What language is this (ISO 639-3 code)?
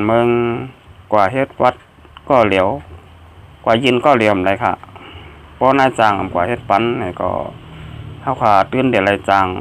shn